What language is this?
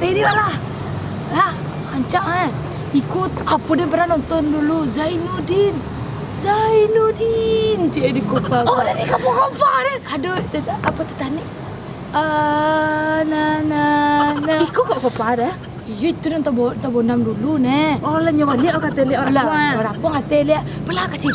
Minangkabau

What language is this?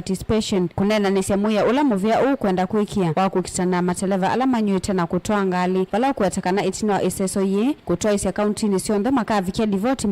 Kamba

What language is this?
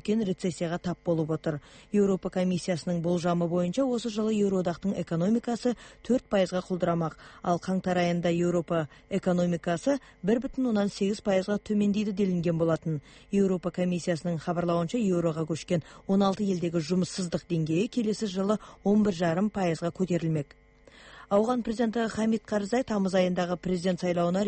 Kazakh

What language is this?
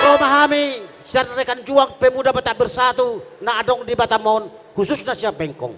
Batak Toba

